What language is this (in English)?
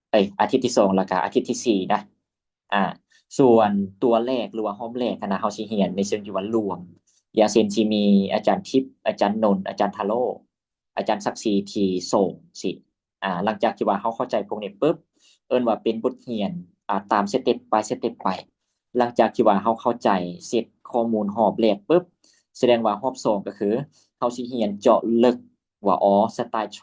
Lao